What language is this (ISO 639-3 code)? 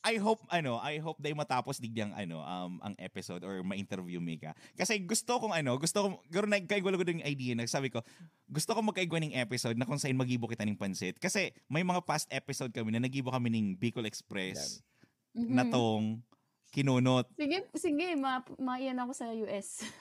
bik